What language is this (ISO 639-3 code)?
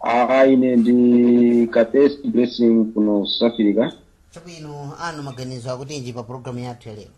nya